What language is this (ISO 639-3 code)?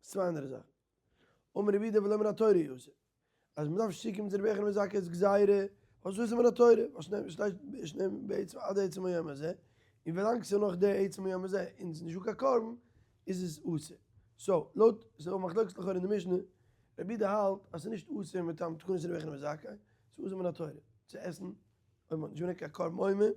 yid